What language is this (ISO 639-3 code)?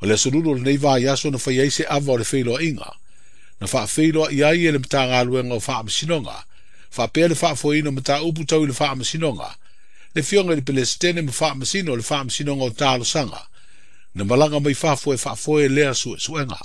smo